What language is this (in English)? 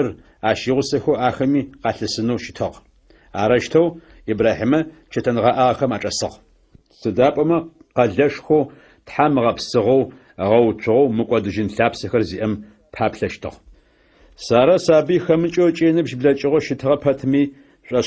Adyghe